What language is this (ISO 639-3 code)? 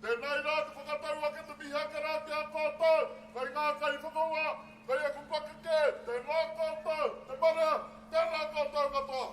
mri